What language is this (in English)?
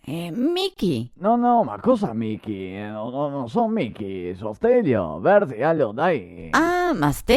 Venetian